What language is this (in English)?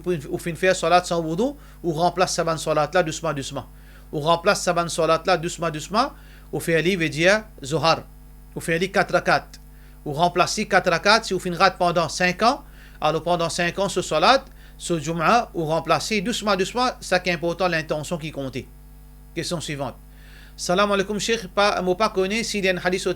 Morisyen